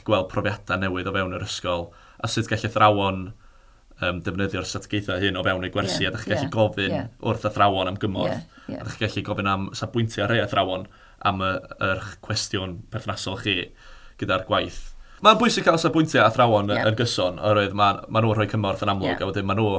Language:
Welsh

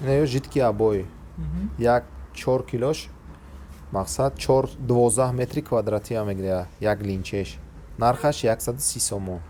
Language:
Tajik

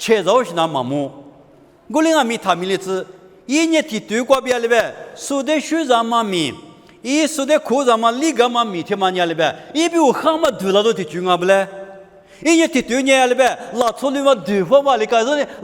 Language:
Lisu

